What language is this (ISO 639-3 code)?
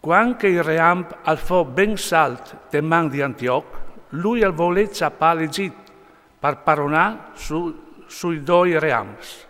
fur